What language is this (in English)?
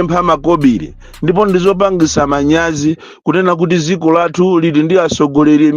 Nyanja